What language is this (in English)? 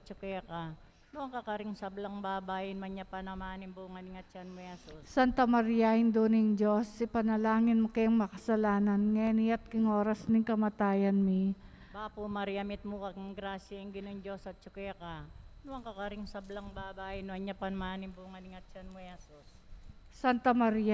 Pampanga